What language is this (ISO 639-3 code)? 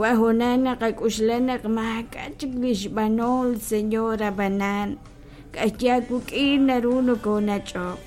kek